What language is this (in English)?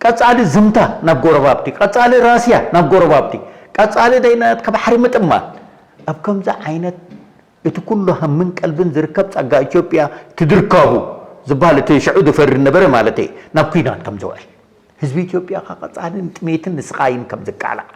Tigrinya